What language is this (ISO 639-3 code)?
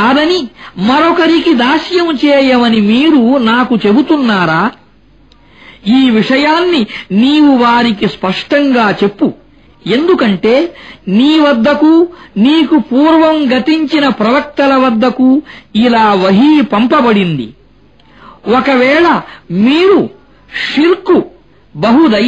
tel